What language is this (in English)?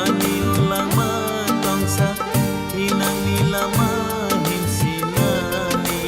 Kok Borok